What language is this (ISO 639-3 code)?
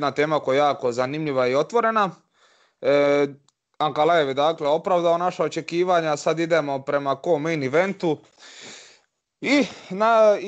hrv